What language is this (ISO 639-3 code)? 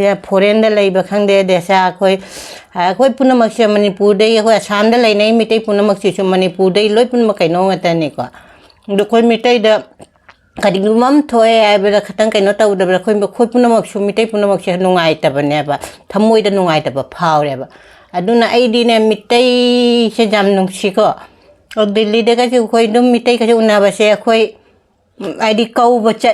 mni